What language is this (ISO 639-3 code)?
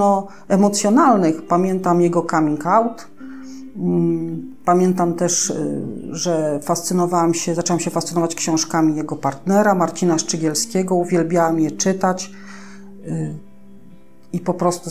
pol